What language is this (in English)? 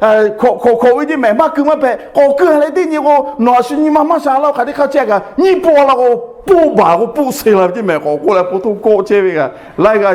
Lahu